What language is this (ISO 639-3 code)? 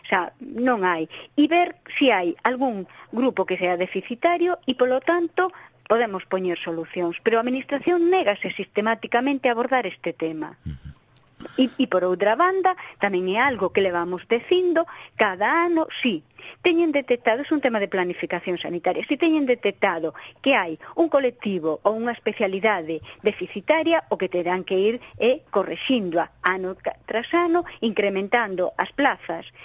glg